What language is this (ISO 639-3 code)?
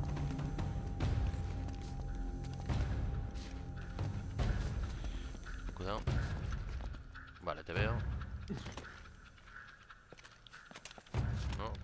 spa